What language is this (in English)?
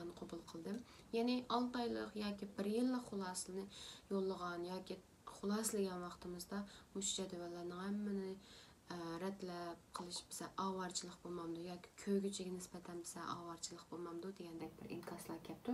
Uyghur